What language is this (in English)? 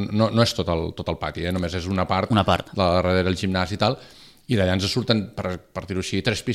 Catalan